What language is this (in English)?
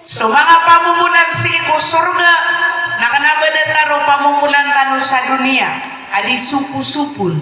Maranao